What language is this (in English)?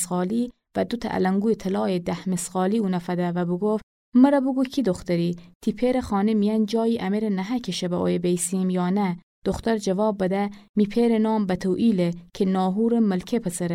Gilaki